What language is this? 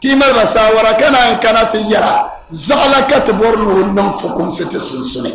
Dagbani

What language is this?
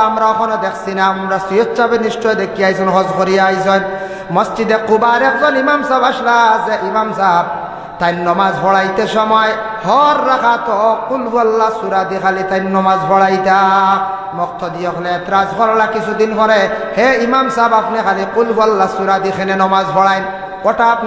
Sylheti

